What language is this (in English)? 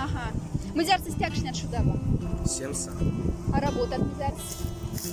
Moksha